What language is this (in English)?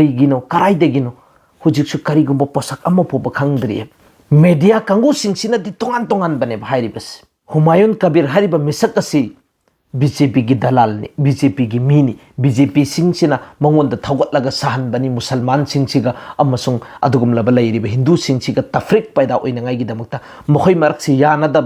Manipuri